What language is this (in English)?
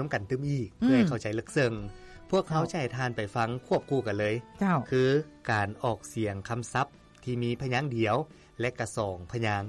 Lao